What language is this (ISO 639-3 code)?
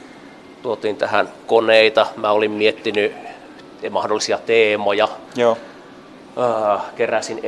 fin